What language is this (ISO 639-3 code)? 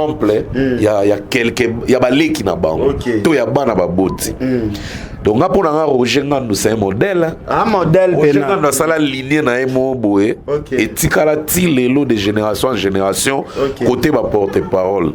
lin